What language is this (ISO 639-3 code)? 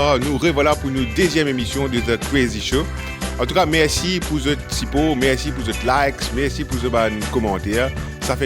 mfe